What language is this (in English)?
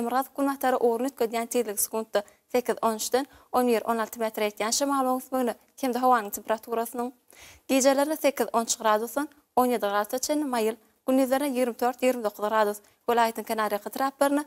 Turkmen